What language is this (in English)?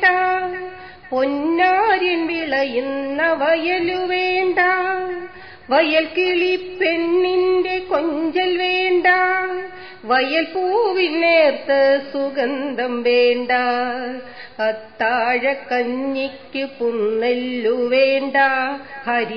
Malayalam